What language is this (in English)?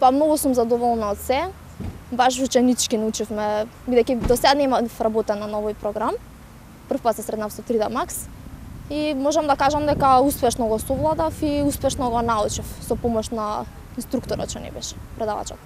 Macedonian